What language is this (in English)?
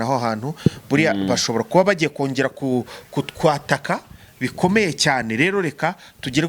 Kinyarwanda